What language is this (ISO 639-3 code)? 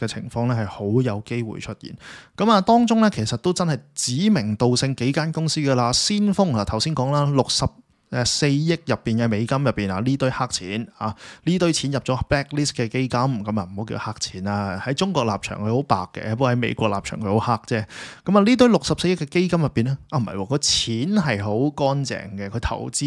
yue